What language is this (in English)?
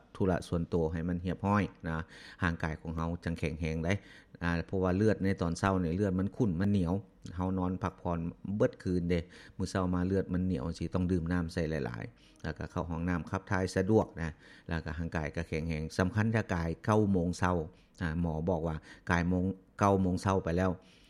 Lao